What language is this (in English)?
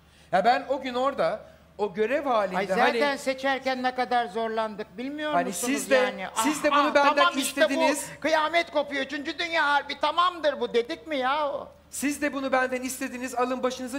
Turkish